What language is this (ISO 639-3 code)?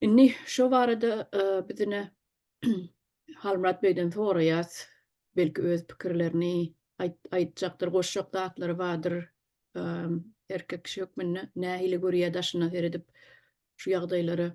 tuk